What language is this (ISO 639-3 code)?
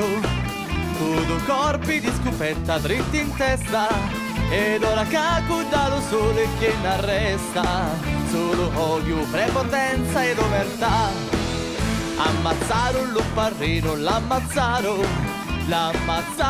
scn